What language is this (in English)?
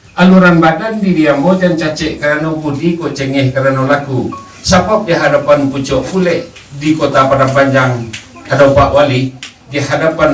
Minangkabau